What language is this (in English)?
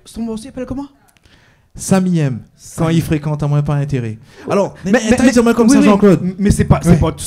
Réunion Creole French